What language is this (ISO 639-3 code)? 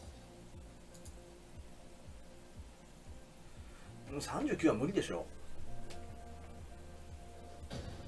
jpn